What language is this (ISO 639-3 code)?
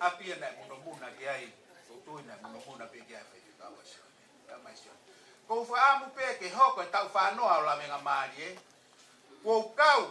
ton